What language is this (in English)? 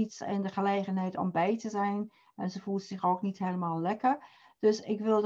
Dutch